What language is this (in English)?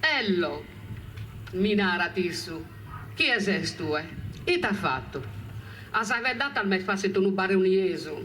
Sardinian